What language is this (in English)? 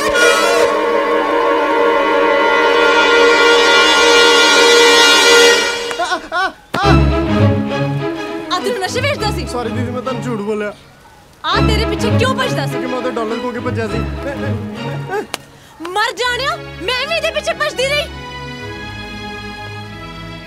Punjabi